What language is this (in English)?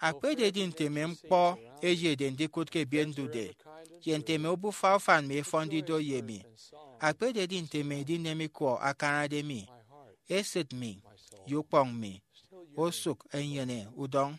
Efik